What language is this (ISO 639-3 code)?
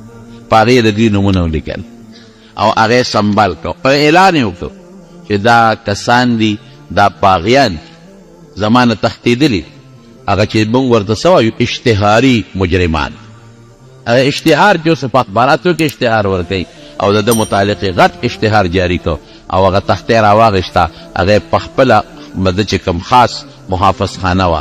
pus